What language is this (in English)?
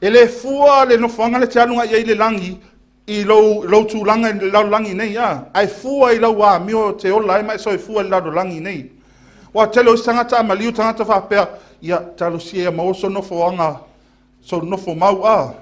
Samoan